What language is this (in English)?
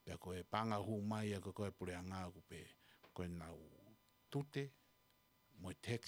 Tongan